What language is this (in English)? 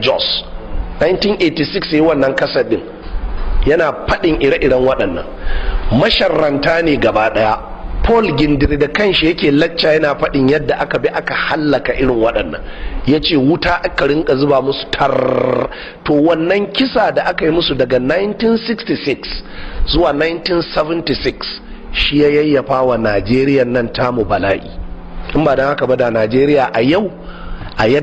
Hausa